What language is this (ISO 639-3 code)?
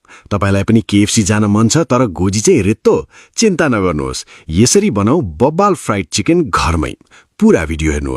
nep